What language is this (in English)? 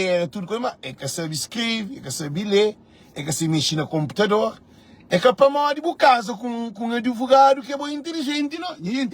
Kabuverdianu